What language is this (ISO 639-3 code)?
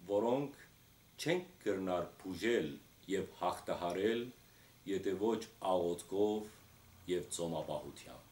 hyw